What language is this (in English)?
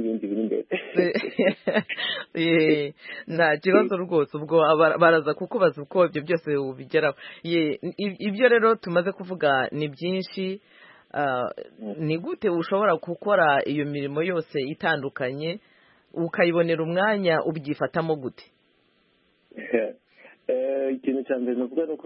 Kinyarwanda